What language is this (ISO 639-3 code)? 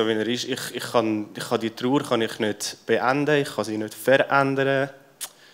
gsw